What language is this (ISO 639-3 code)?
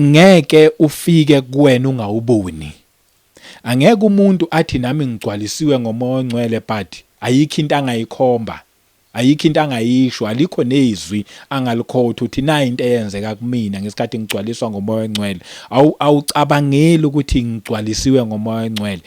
zul